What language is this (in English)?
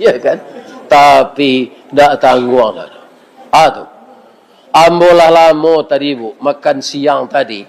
Minangkabau